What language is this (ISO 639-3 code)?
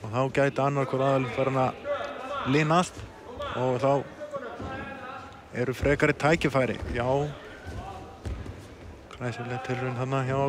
isl